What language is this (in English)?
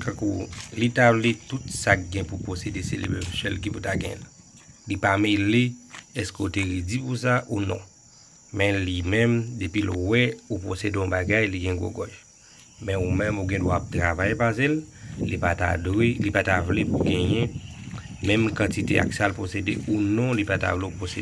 Haitian Creole